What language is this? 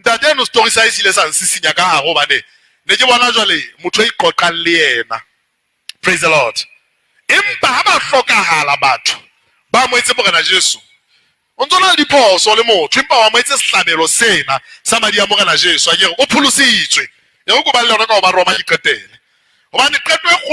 Southern Sotho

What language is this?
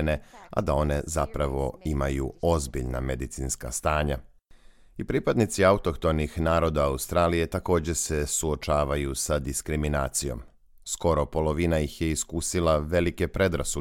Serbian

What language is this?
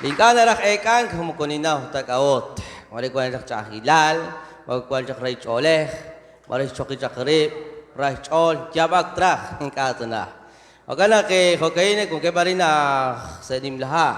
Kekchí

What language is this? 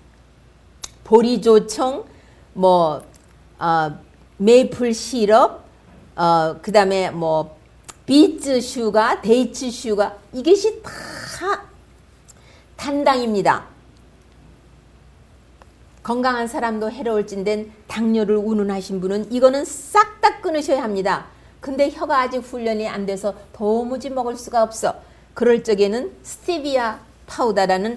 Korean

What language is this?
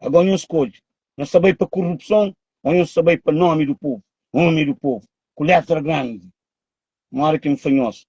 Kabuverdianu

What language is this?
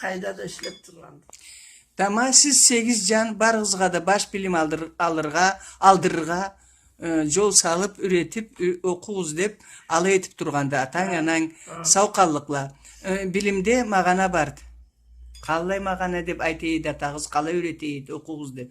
Karachay-Balkar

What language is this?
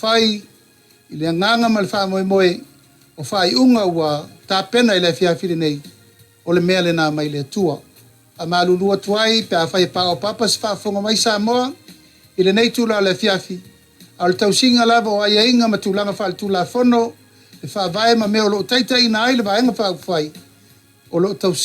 Samoan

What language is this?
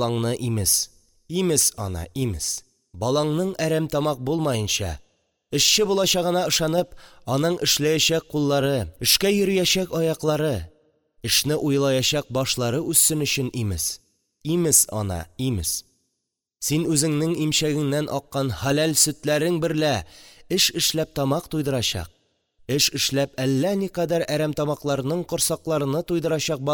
Tatar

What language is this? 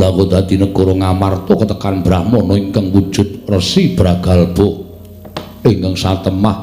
Javanese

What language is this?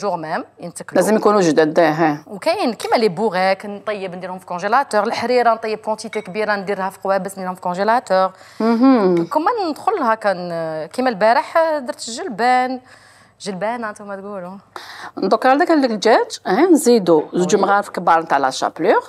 Algerian Arabic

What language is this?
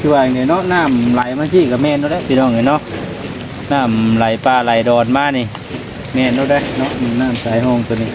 Lao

